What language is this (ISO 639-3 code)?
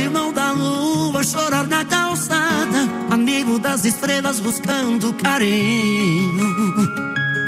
por